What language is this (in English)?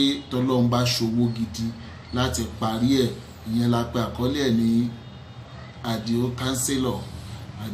Yoruba